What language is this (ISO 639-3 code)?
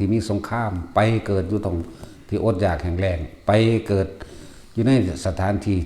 tts